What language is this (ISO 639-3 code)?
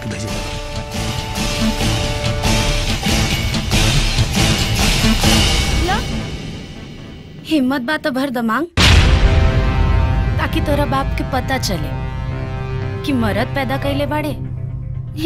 bho